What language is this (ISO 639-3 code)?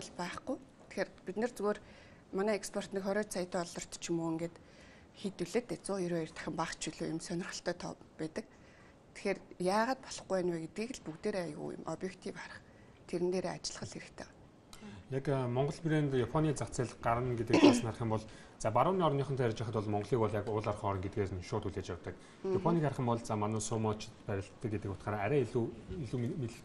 mon